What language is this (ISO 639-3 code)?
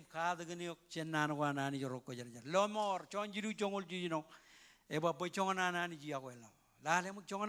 mah